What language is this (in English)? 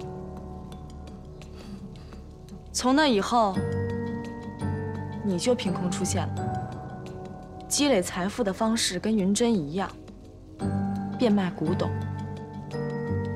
Chinese